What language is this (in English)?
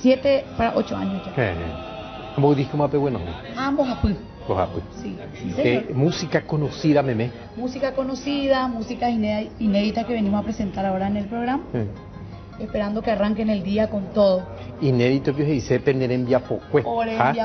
Spanish